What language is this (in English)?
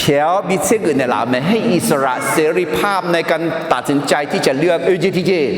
Akha